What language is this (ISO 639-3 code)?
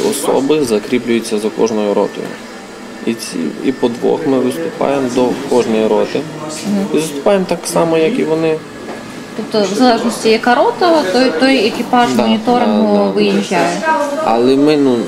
ukr